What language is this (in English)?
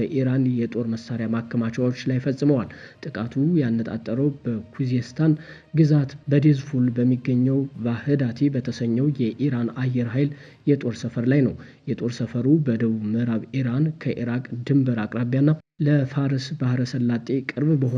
Amharic